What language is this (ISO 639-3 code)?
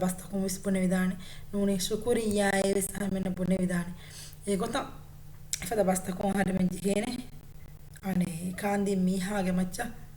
div